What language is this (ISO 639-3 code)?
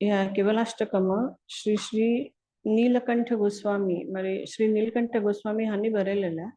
kok